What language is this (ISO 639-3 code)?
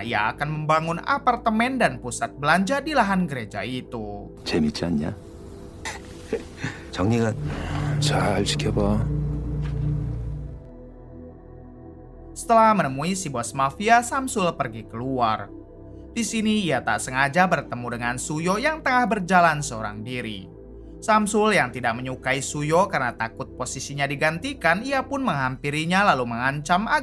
ind